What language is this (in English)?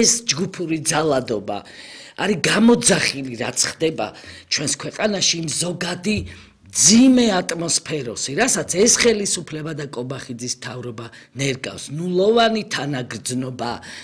Georgian